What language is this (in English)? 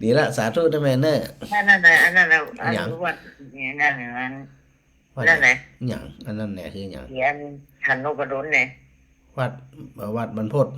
Northern Thai